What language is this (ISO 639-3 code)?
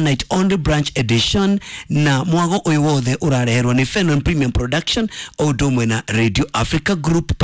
kik